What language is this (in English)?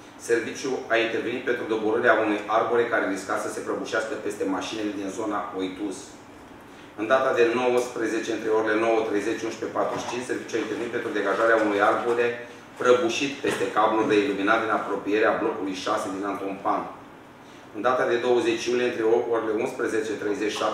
Romanian